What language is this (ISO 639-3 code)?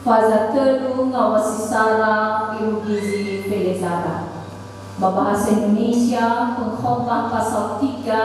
nia